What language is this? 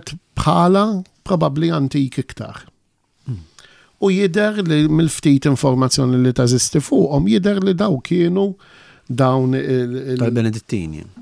Maltese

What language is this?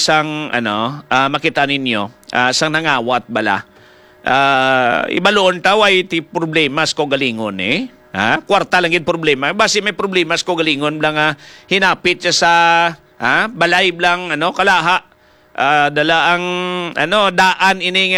Hiligaynon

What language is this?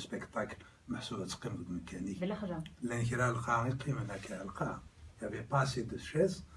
Kabyle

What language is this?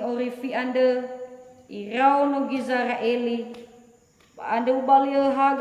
Nias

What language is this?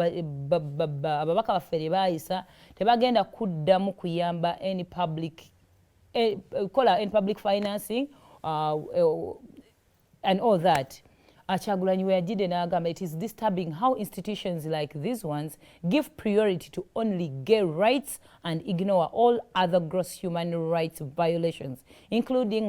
Ganda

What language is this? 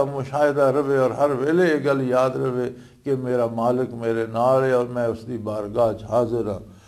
Western Panjabi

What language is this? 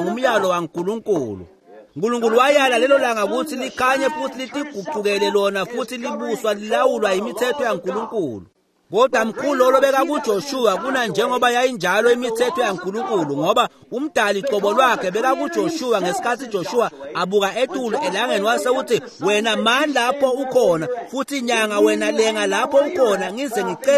Swati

